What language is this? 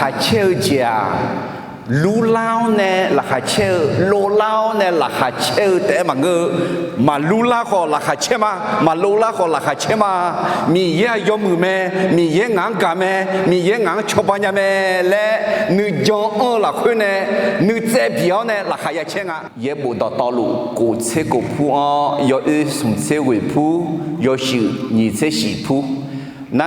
Akha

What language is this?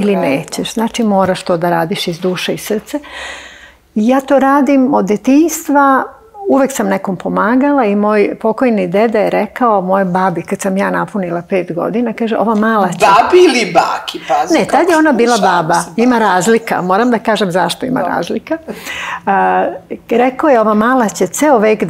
Serbian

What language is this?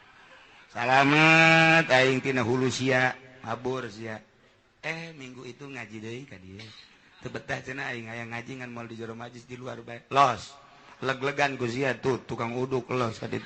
Sundanese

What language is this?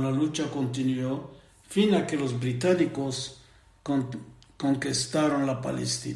Ladino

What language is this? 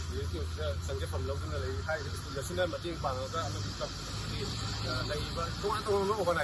Manipuri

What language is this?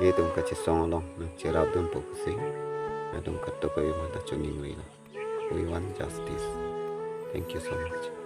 Karbi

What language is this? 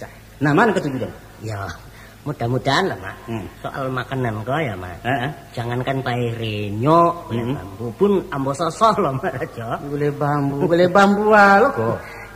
Minangkabau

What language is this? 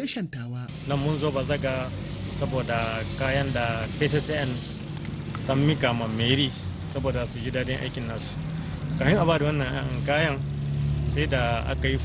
Hausa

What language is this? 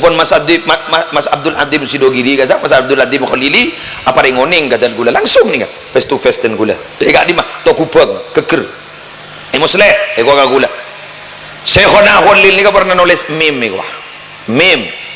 Madurese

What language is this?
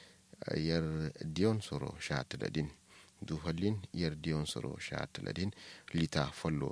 Kanuri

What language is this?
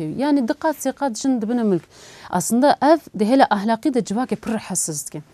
Kurdish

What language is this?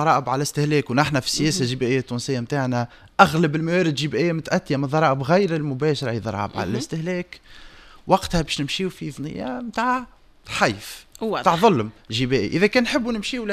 Tunisian Arabic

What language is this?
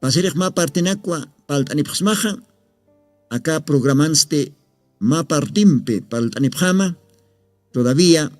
Aymara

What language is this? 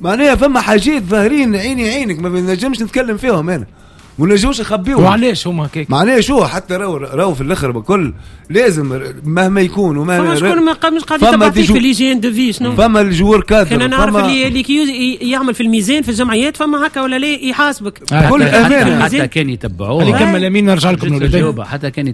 Tunisian Arabic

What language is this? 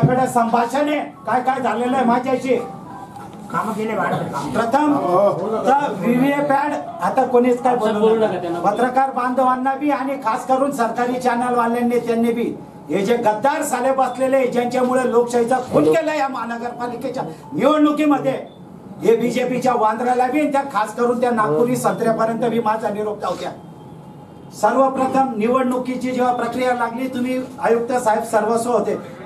Marathi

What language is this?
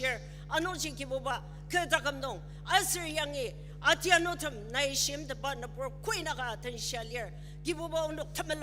Ao Naga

